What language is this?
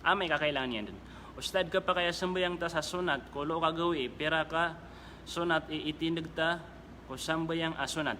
Maranao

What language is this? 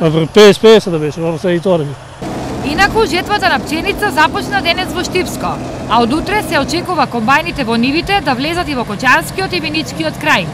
Macedonian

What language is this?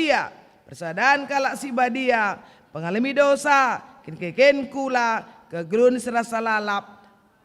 Batak Karo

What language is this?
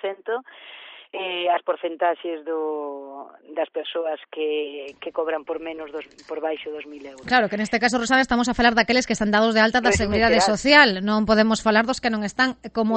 Galician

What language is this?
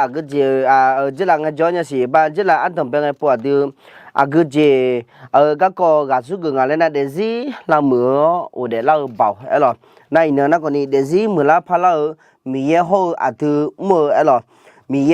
Akha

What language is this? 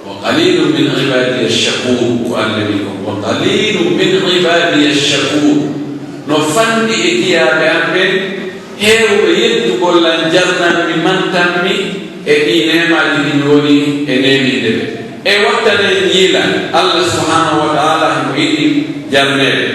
Pular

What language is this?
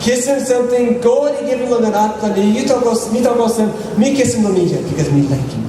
Tok Pisin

